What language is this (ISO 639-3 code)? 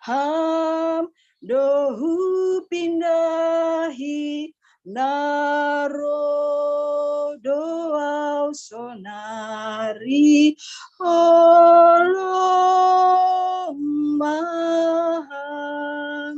bts